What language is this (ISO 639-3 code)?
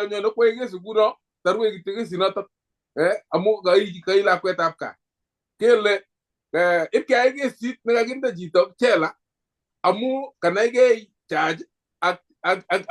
kln